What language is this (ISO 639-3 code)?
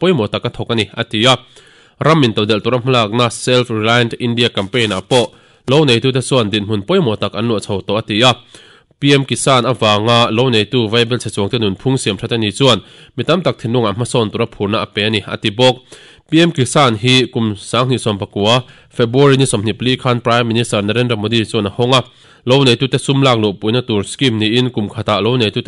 lus